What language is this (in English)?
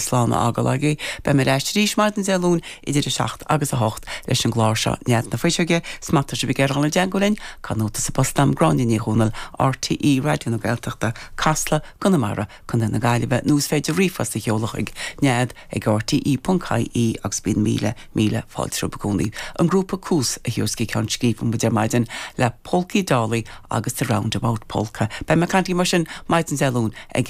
Irish